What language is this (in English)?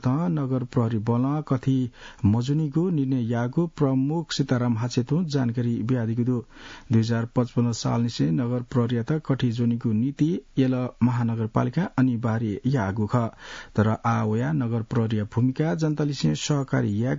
Newari